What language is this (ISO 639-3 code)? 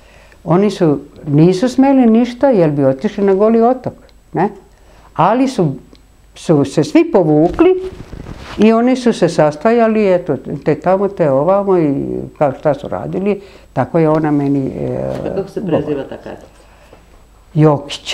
srp